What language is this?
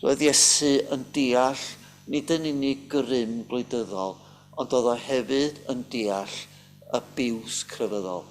Welsh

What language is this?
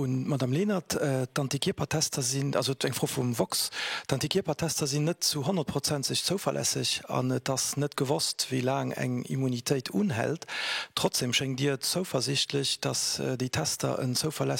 Luxembourgish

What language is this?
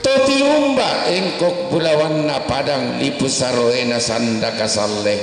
Toraja-Sa'dan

